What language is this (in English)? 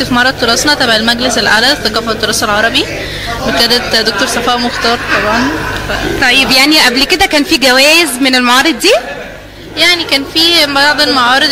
Egyptian Arabic